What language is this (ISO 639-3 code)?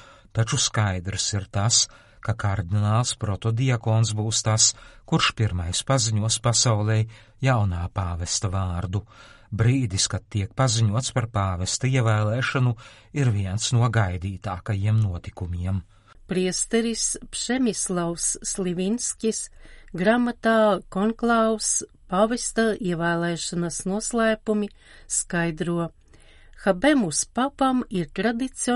lav